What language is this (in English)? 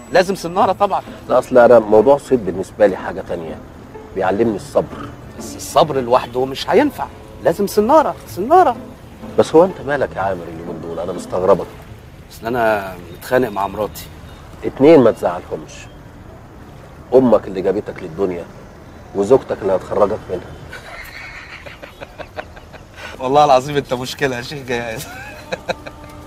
Egyptian Arabic